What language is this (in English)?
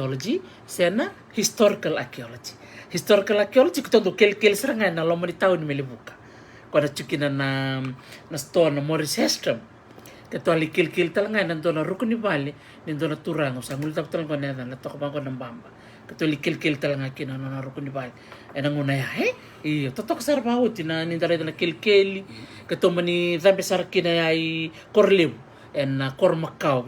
Fijian